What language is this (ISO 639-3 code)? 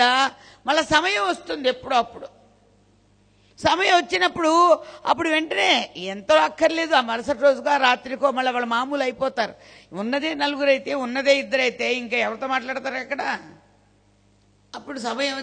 tel